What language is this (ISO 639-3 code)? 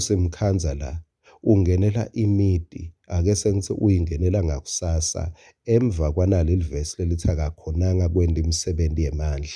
ssw